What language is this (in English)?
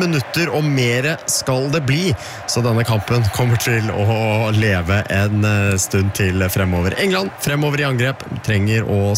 Norwegian